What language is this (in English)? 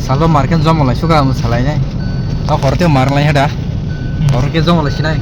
Kok Borok